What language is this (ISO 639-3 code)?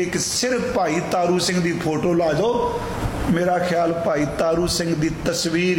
pan